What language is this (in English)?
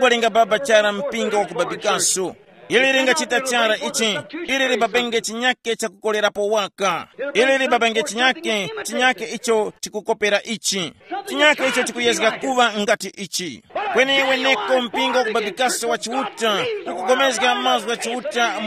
Tumbuka